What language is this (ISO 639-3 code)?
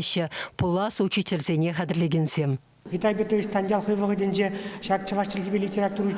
chv